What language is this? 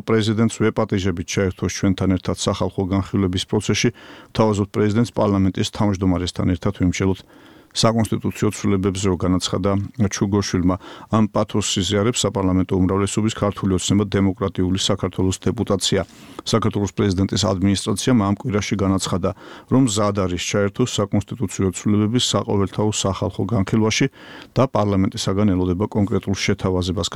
Georgian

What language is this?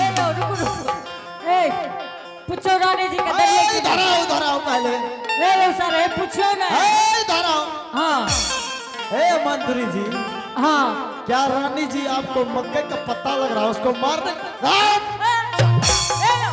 Angika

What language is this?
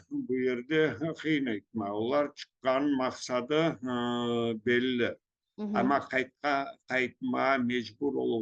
Crimean Tatar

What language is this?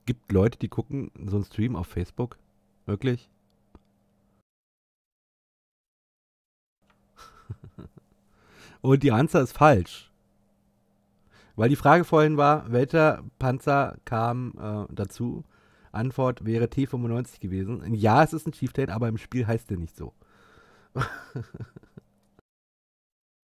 German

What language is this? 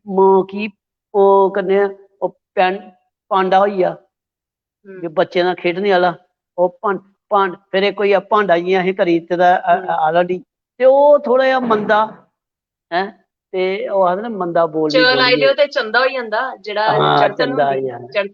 Dogri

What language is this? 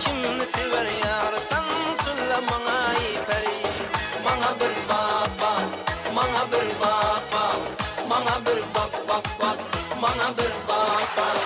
Kara-Kalpak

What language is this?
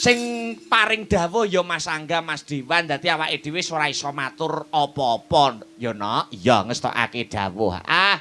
Javanese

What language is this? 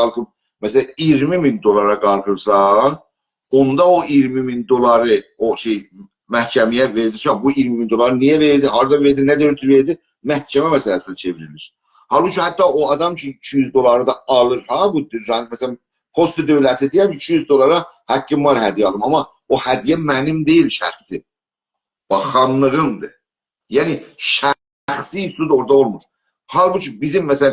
South Azerbaijani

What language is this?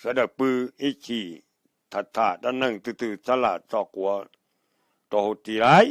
Hmong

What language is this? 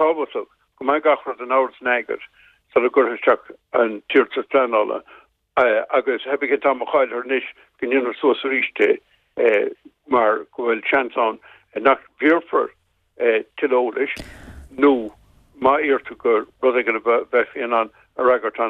Irish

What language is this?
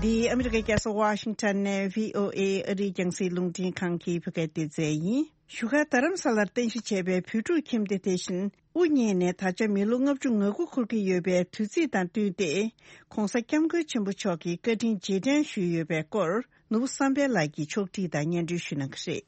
Tibetan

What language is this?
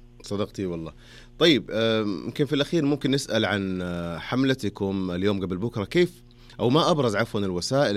Najdi Arabic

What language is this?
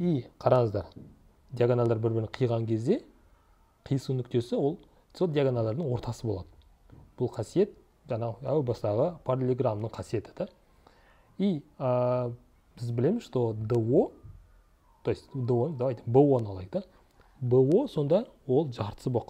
Kazakh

